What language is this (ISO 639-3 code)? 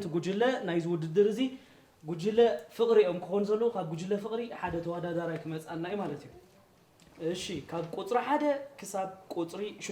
tir